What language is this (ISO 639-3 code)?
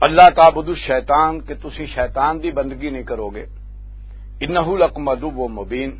lah